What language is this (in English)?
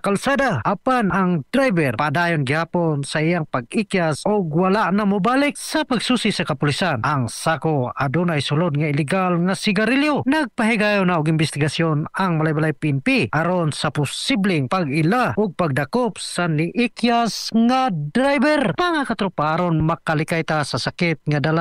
Cebuano